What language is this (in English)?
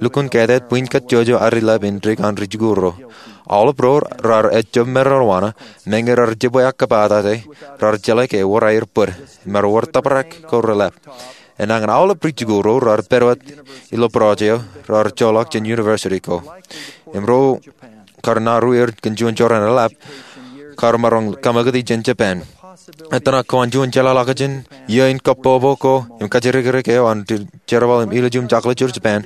Marshallese